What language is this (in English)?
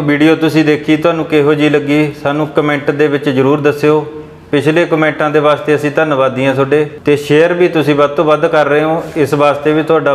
Punjabi